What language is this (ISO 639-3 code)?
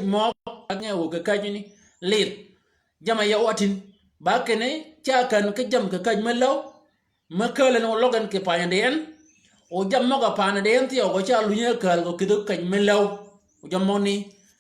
shk